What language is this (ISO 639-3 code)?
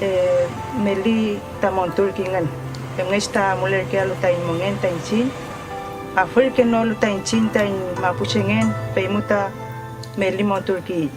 arn